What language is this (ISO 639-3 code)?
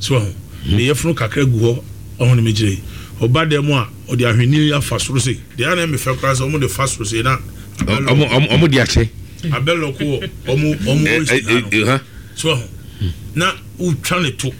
aka